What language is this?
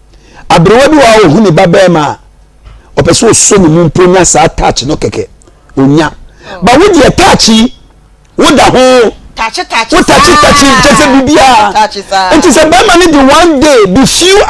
Akan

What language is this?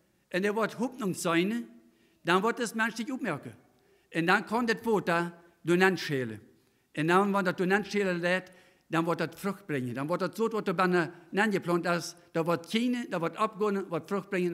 Plautdietsch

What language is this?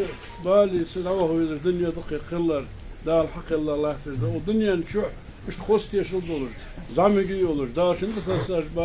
Ingush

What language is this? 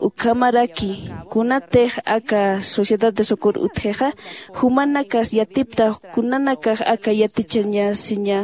Aymara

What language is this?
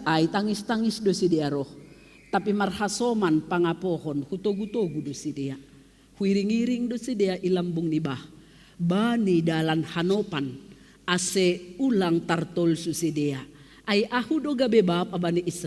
Batak Simalungun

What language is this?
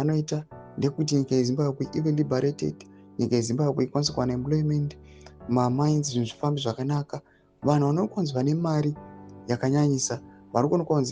Shona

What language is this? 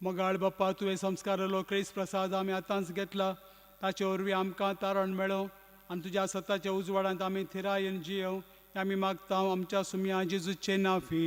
Konkani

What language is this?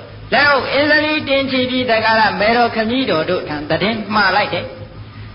Burmese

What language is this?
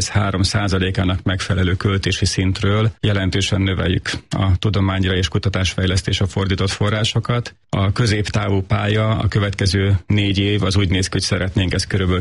Hungarian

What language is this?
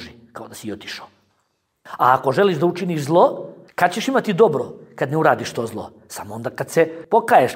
Bosnian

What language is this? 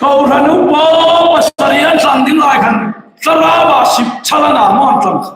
Hmar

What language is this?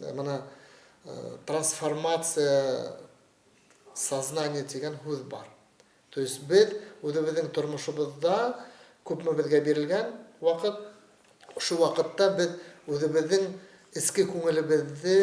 Bashkir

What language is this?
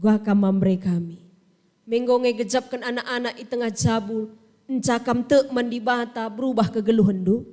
Batak Karo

